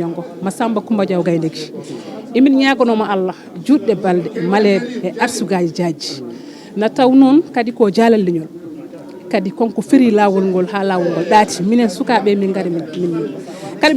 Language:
Fula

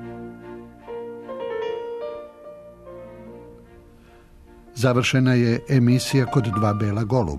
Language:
Serbian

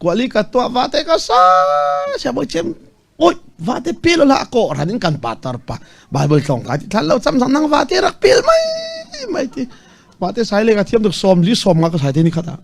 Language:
Falam Chin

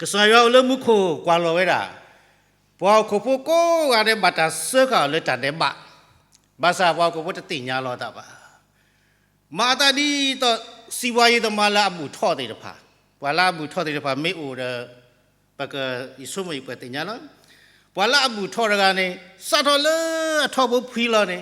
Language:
S'gaw Karen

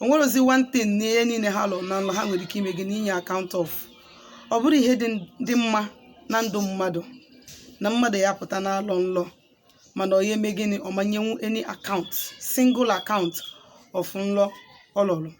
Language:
Igbo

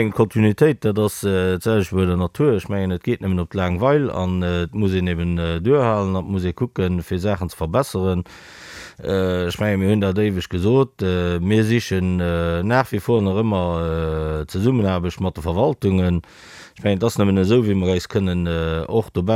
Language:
Luxembourgish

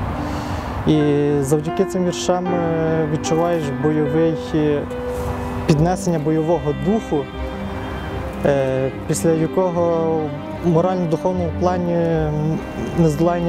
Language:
Ukrainian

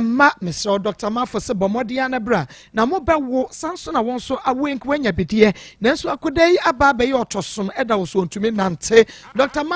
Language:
Akan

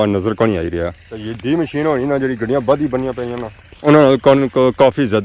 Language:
Pahari-Potwari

